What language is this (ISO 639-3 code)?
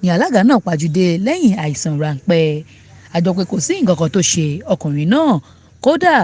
yor